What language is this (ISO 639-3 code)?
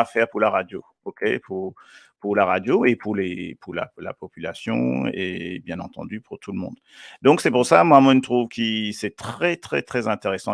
mfe